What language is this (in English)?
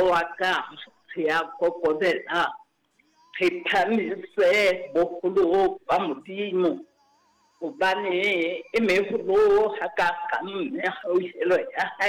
Southern Sotho